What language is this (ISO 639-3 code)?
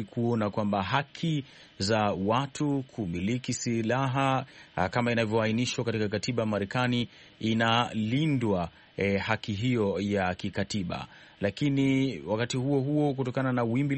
swa